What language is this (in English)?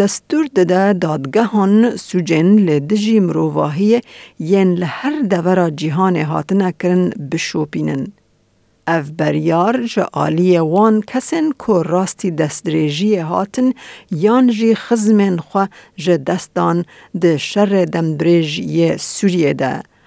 Kurdish